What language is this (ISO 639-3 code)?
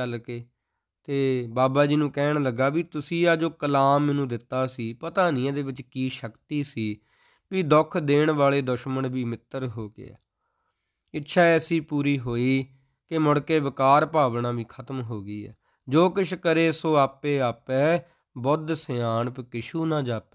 pan